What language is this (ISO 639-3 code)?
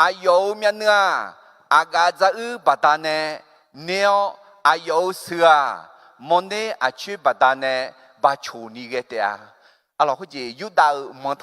ahk